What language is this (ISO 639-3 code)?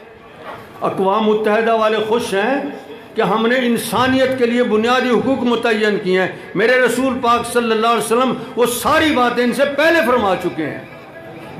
urd